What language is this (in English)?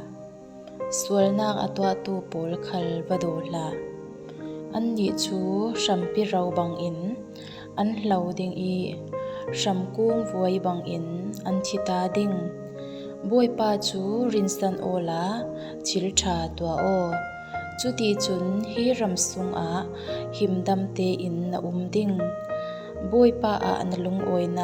Falam Chin